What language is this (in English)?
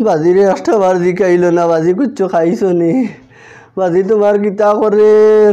Sylheti